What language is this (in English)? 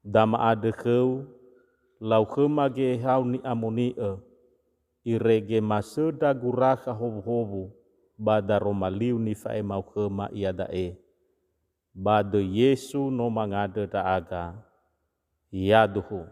Nias